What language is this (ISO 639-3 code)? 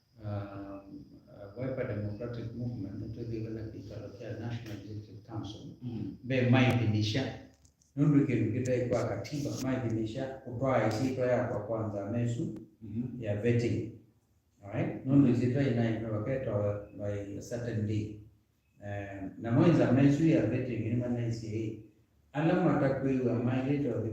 kam